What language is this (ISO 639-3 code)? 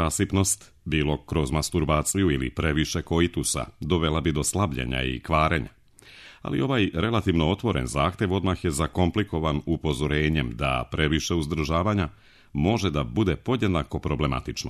srp